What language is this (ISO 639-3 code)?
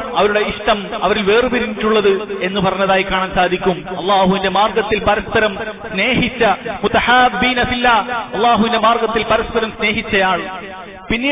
mal